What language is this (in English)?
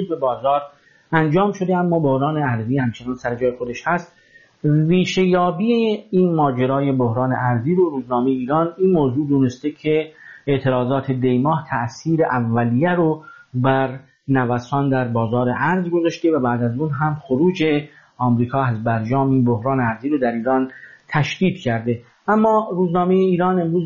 Persian